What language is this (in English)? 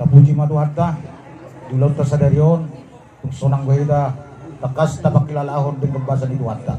Batak Toba